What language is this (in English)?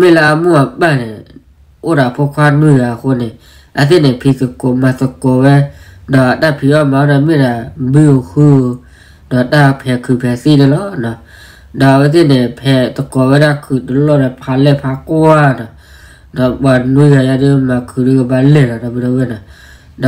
S'gaw Karen